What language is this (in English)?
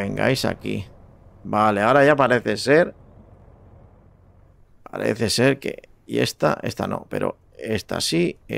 Spanish